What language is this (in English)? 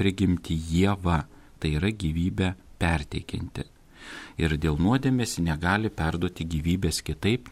Lithuanian